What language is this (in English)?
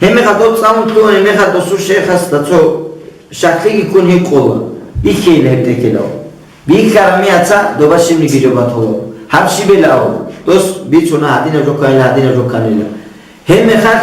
Avaric